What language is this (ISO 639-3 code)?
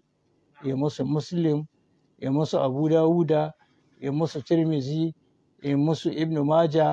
hau